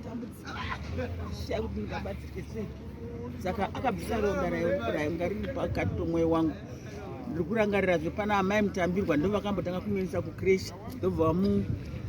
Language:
Shona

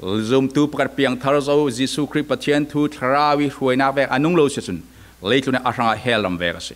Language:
Falam Chin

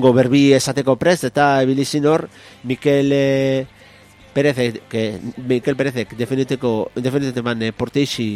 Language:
Basque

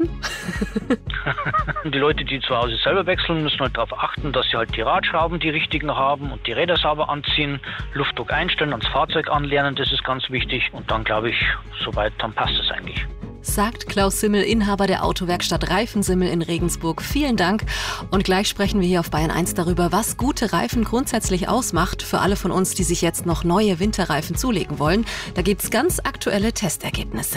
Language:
German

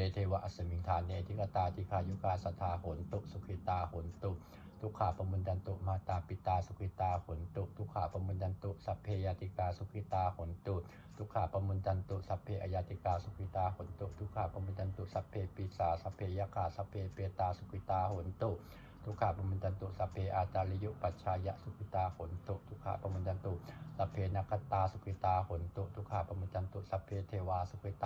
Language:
Pali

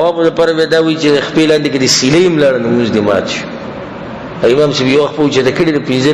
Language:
Pashto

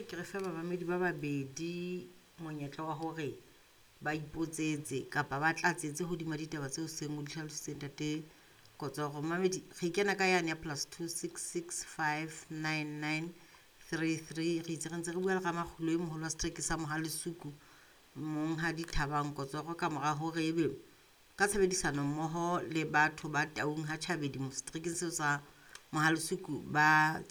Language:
Southern Sotho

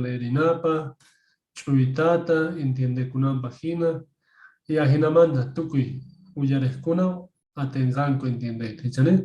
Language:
Quechua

